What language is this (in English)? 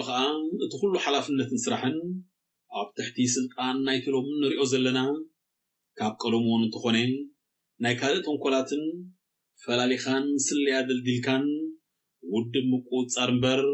Tigrinya